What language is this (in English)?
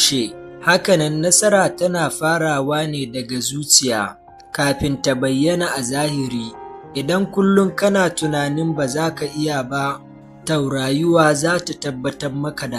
Hausa